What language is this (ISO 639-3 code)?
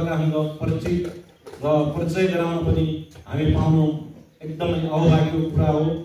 nep